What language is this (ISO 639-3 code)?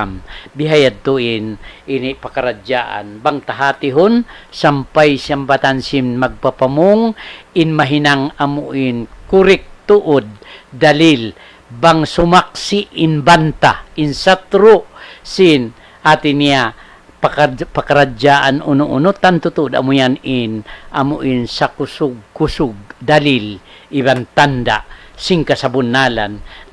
tsg